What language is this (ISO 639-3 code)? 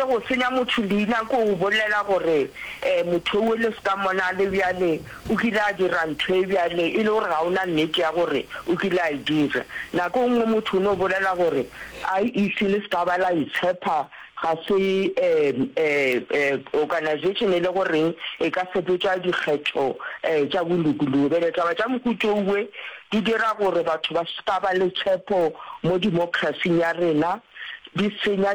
nso